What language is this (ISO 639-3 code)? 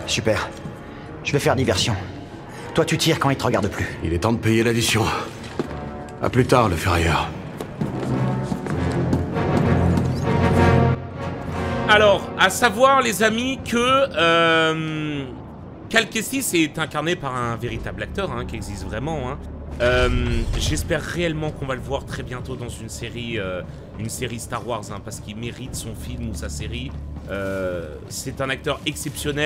fra